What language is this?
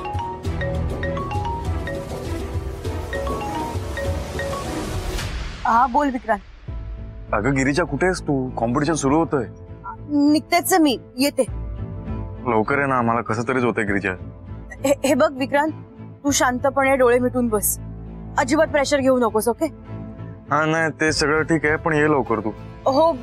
Marathi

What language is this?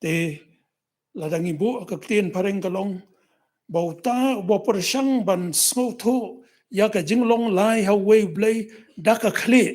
Khasi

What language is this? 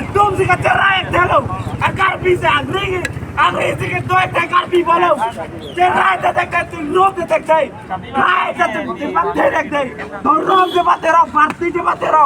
Karbi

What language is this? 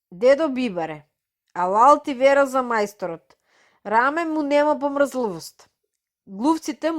Macedonian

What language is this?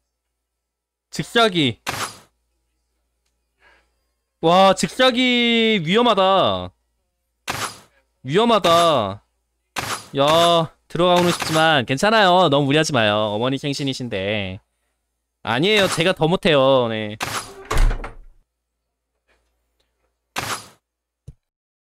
Korean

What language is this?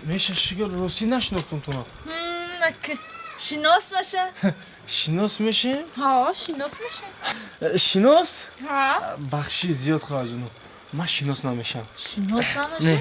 Tajik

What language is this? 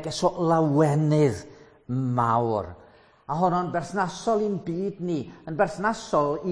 Welsh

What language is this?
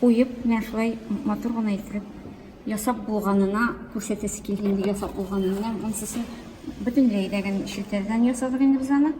Tatar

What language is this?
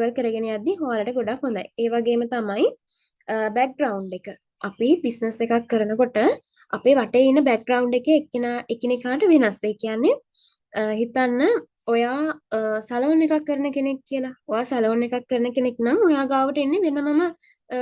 Sinhala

